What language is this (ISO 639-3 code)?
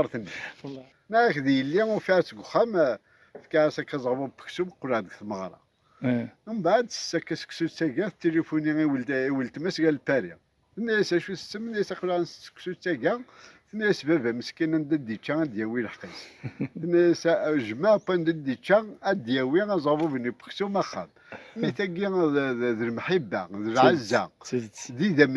kab